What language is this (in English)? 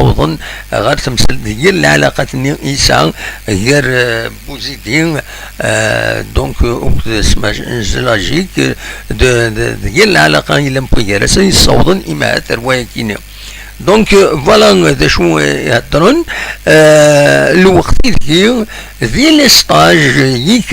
Kabyle